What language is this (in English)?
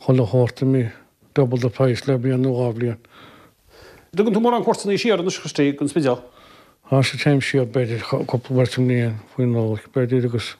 Irish